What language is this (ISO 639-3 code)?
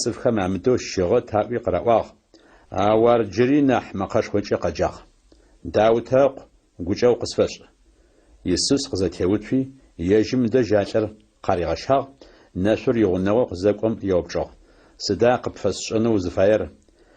ady